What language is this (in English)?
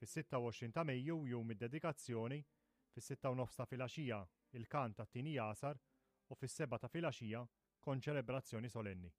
Maltese